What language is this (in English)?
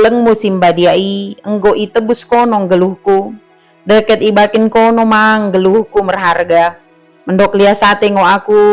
Batak Dairi